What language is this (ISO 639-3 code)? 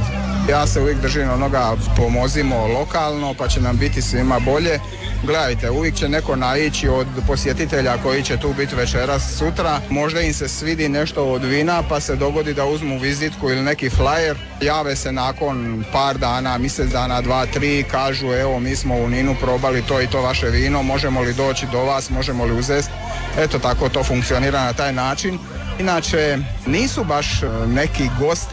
hrv